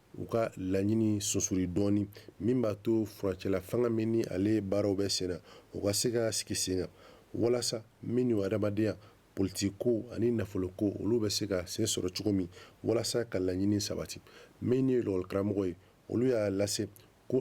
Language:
Bambara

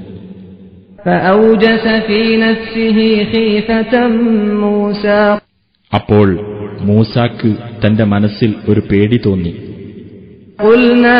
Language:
Malayalam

